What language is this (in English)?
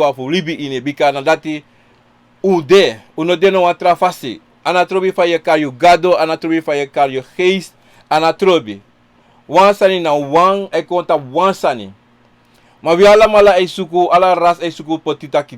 Sranan Tongo